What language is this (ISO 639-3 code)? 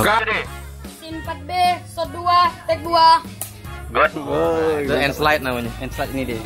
mui